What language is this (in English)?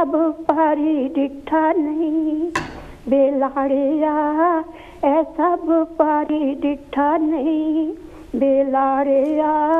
Punjabi